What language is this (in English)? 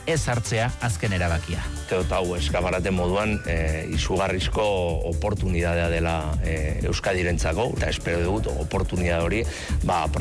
Basque